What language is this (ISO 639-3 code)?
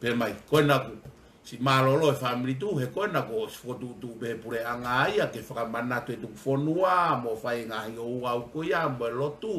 ton